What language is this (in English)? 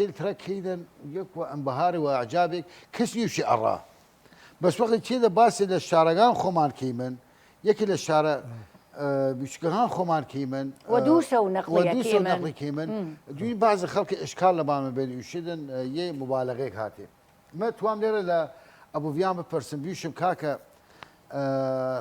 Southern Kurdish